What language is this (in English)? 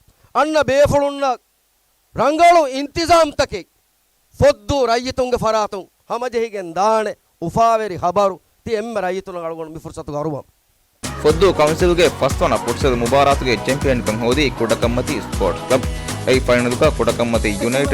Divehi